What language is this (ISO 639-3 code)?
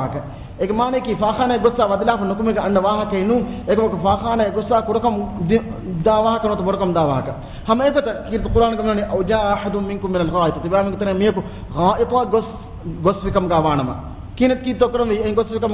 div